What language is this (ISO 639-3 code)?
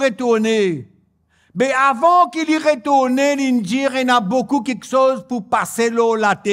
mfe